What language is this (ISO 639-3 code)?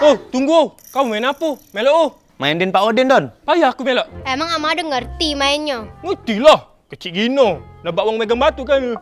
mui